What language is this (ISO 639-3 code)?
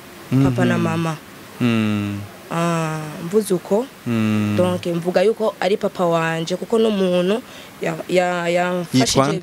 run